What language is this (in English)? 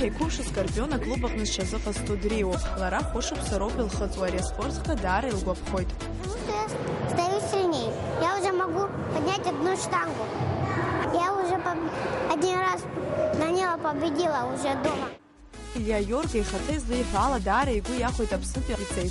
Abkhazian